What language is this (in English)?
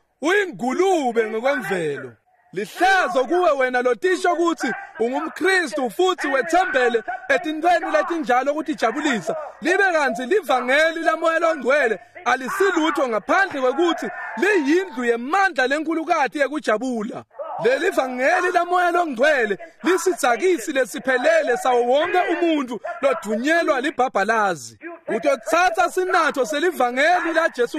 Swati